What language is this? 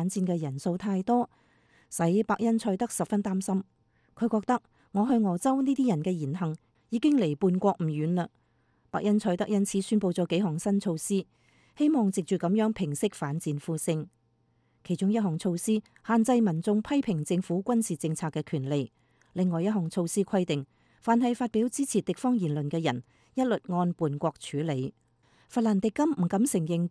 Cantonese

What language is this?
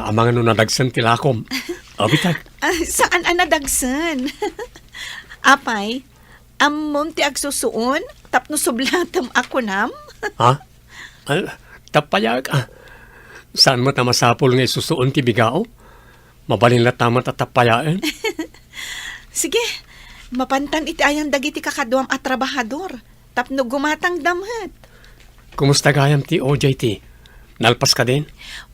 Iloko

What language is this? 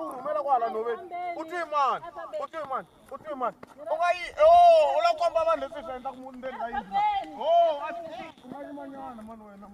Tsonga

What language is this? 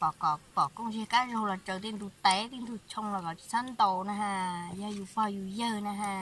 Hmong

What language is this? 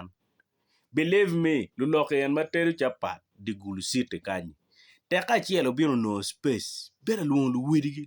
Acoli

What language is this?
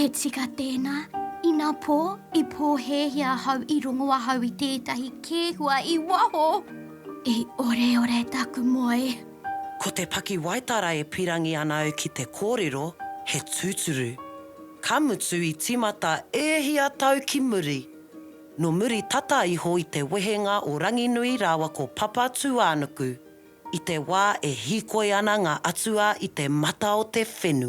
Māori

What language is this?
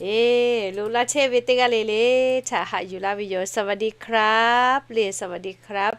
Lahu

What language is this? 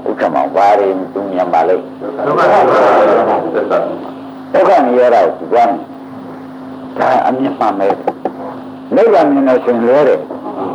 Burmese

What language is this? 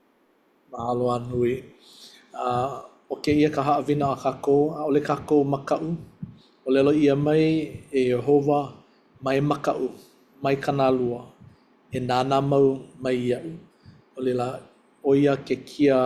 Hawaiian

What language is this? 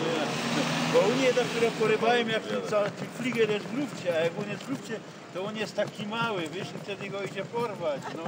Silesian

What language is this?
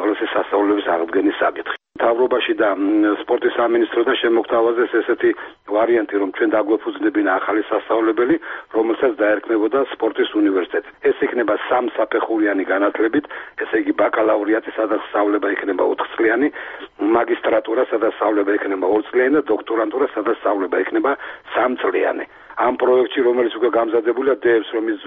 Georgian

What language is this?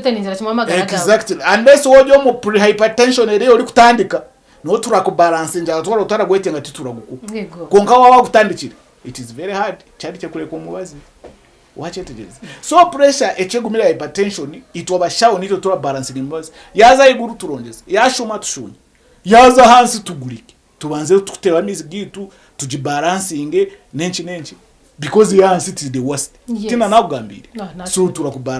Nyankole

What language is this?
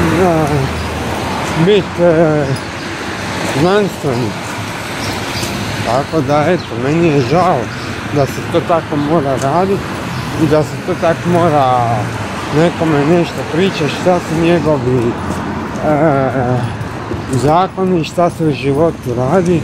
Croatian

